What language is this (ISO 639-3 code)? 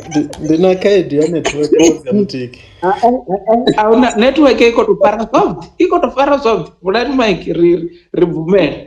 ven